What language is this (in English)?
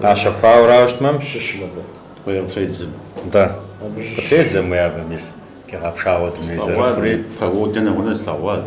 Kabardian